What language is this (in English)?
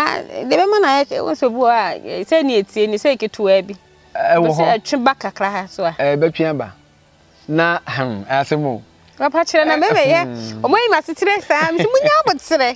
Akan